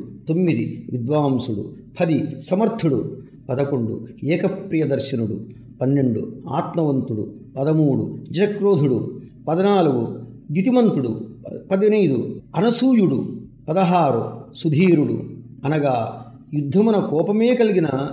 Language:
Telugu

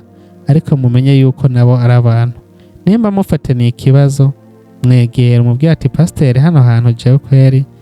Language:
Rundi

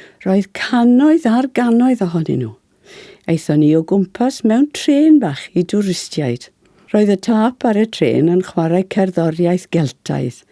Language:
Welsh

